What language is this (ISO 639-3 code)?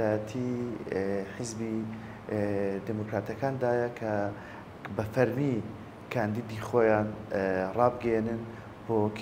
ckb